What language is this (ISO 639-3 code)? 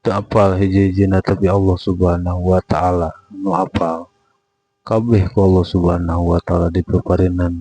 sun